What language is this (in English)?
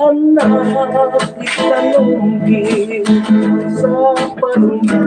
Hiligaynon